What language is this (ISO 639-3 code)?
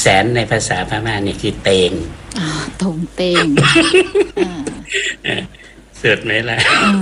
tha